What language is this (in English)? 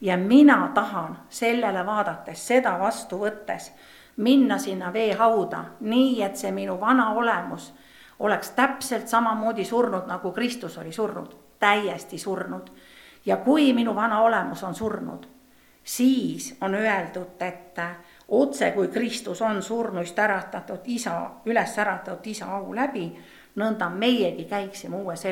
Estonian